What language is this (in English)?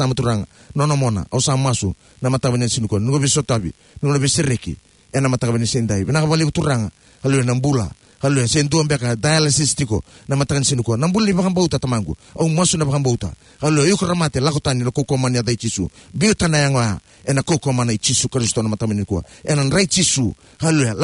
Fijian